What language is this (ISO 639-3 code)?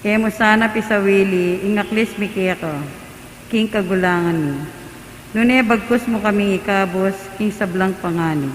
pam